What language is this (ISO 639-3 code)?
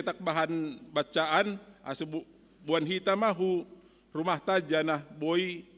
bts